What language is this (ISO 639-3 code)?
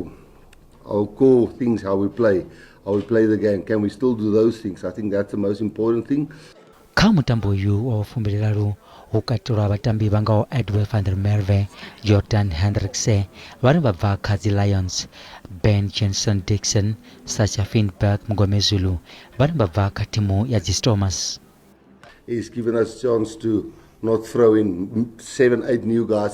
ven